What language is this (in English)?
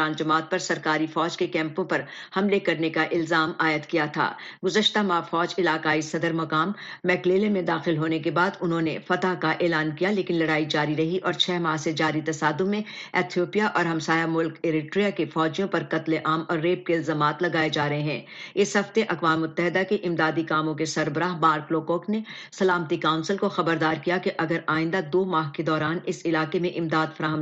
Urdu